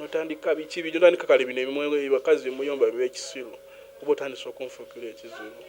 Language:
Ganda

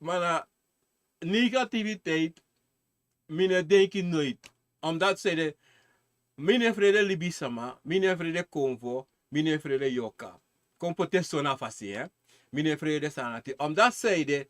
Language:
Sranan Tongo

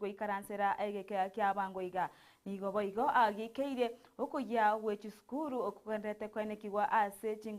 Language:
Gusii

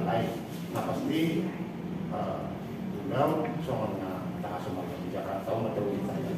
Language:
Batak Toba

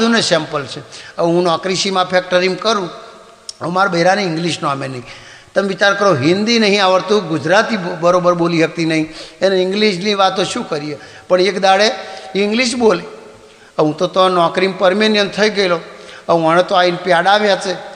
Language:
Gujarati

